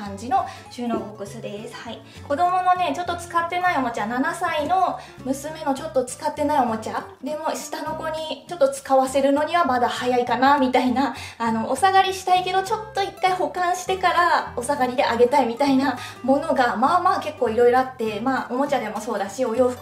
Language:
Japanese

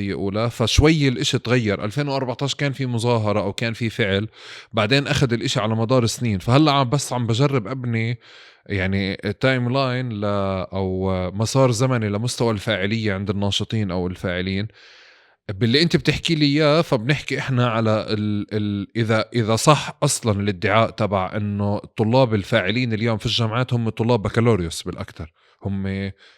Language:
North Levantine Arabic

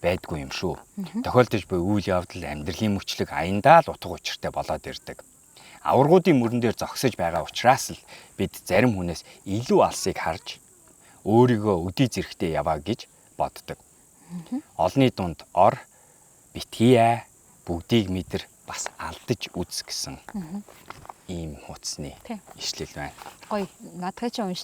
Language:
Mongolian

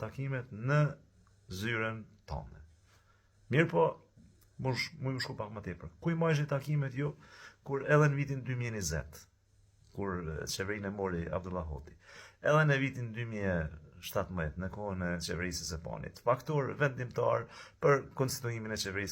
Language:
Albanian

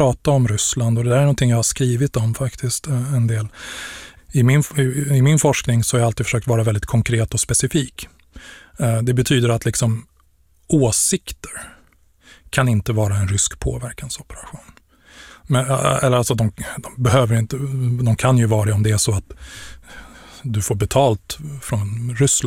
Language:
Swedish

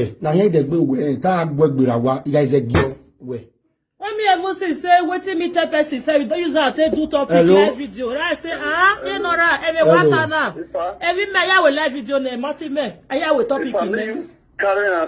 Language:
Nigerian Pidgin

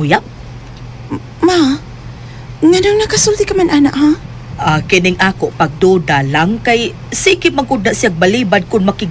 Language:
Cebuano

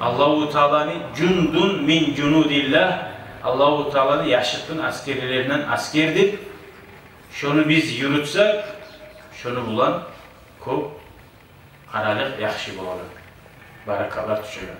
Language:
Kumyk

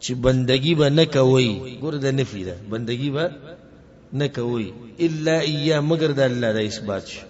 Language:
Pashto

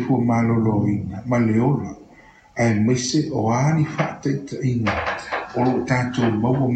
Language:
Samoan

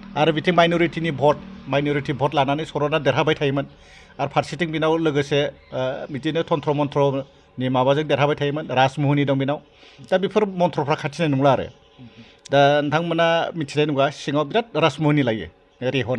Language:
Bodo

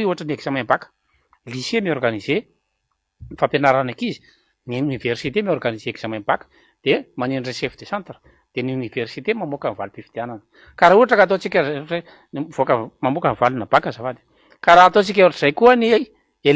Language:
Malagasy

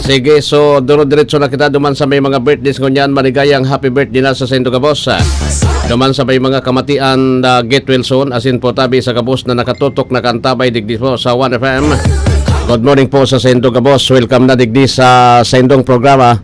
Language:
Bikol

